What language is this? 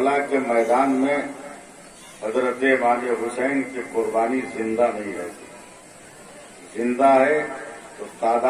Urdu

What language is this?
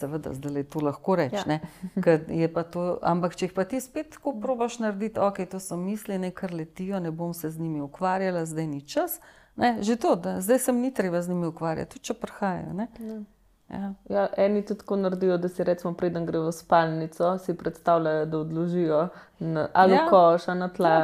Slovenian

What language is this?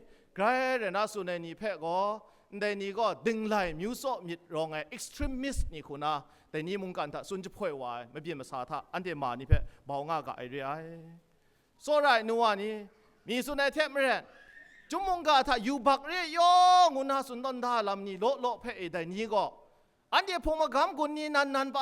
Kachin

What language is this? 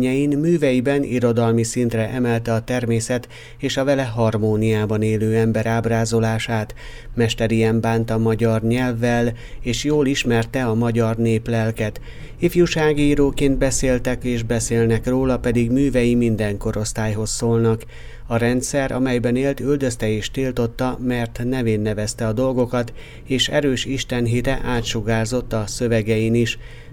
Hungarian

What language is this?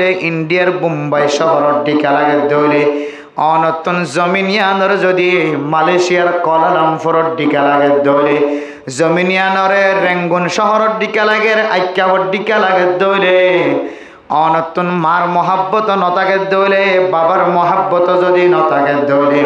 Rohingya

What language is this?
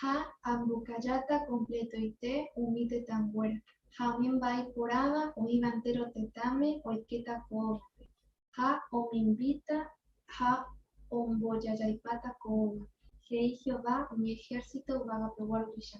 Guarani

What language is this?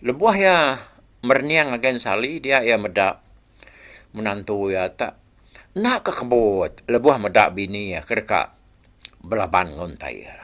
Iban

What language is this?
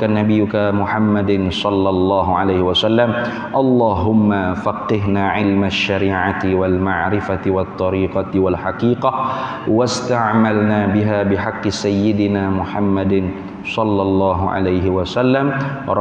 Malay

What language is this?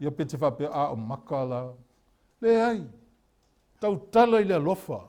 Samoan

